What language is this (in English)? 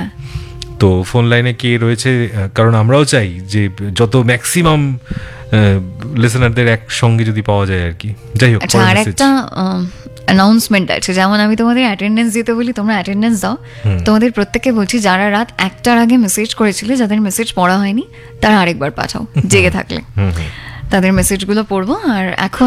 Bangla